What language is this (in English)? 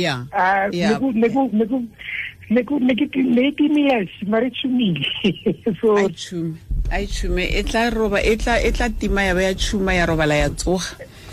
Tswana